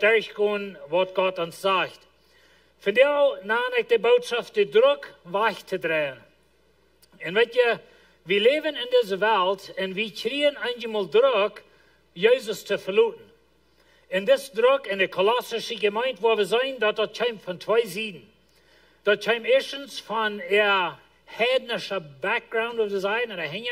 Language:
Plautdietsch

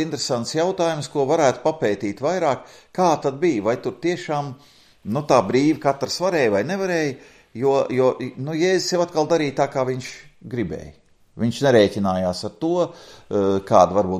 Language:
Latvian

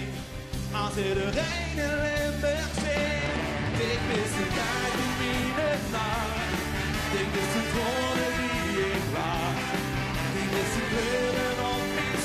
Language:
Limburgish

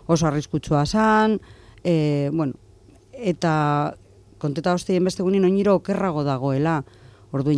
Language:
Basque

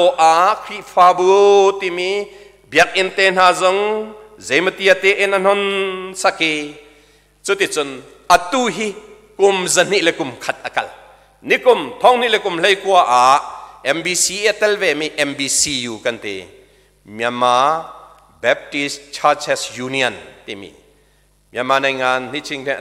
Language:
Hakha Chin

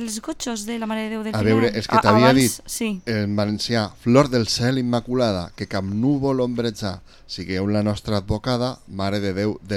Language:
Catalan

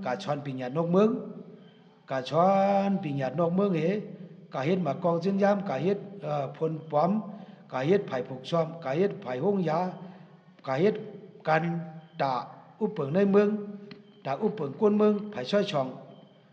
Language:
Shan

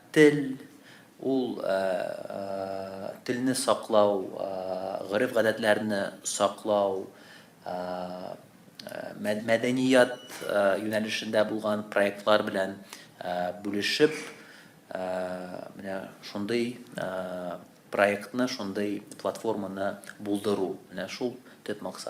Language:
Tatar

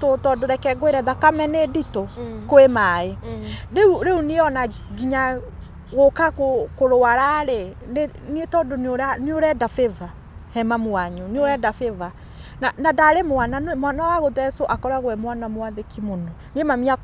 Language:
Kikuyu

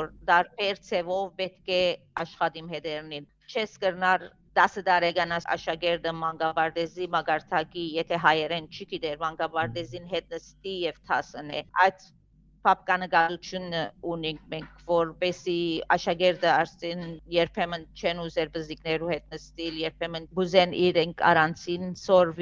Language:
Western Armenian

